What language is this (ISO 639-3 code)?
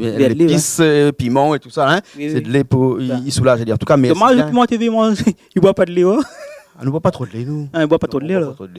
rcf